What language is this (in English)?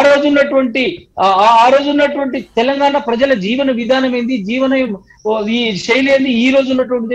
Telugu